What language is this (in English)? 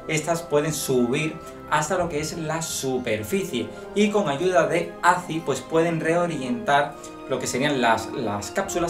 Spanish